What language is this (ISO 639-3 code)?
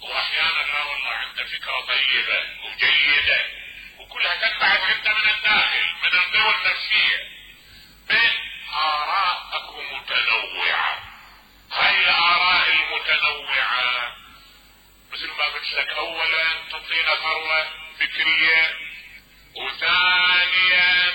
acm